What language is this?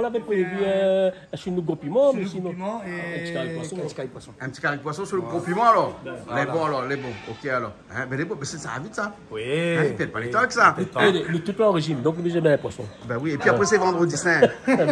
Réunion Creole French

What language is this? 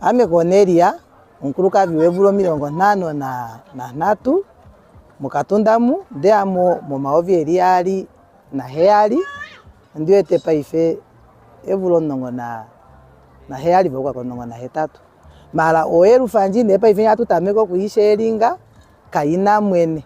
Ndonga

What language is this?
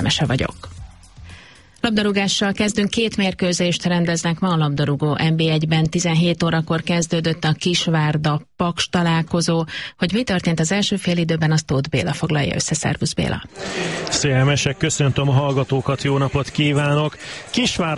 Hungarian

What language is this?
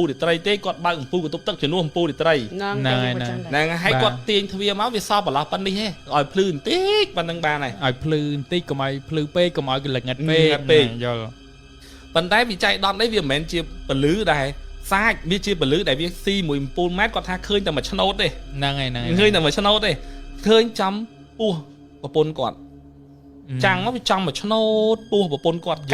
Khmer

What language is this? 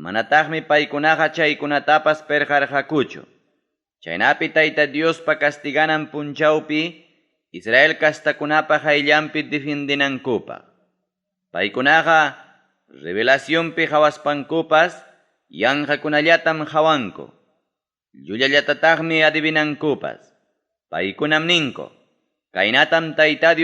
Ayacucho Quechua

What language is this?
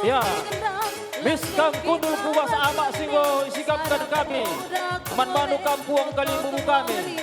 Batak Karo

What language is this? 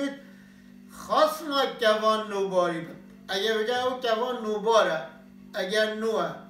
Kurdish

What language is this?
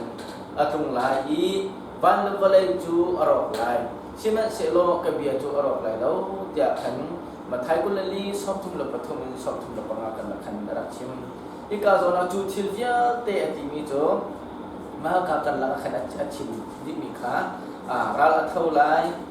Hakha Chin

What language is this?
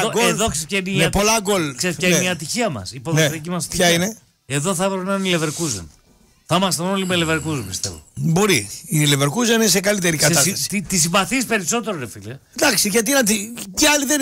Greek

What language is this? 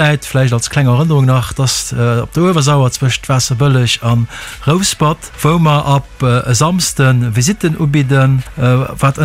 Luxembourgish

